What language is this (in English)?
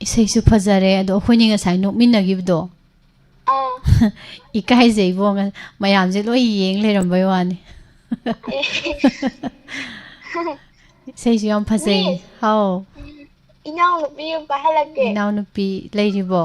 Manipuri